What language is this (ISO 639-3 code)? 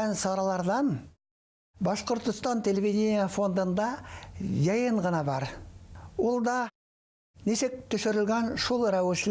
bak